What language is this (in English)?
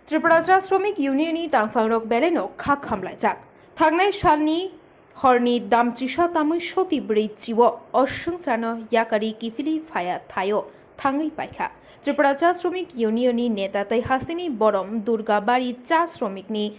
Kok Borok